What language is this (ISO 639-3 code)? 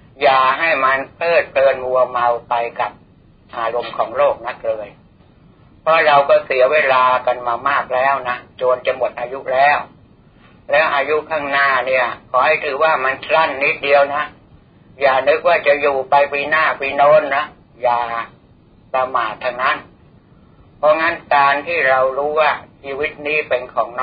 tha